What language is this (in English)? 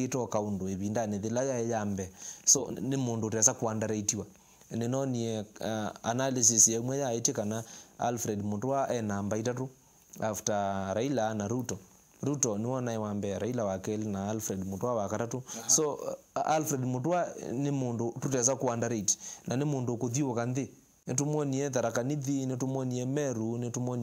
Kamba